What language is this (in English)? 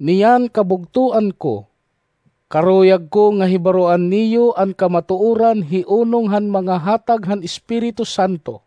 Waray